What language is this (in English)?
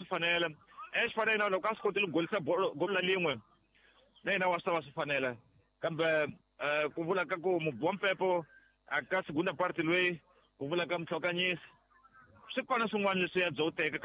Tsonga